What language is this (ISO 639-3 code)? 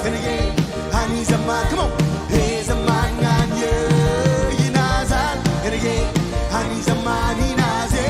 mah